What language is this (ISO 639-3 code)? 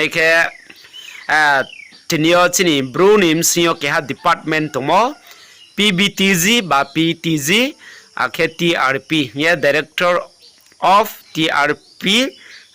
ria